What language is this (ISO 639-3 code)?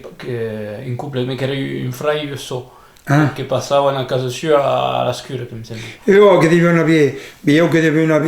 oci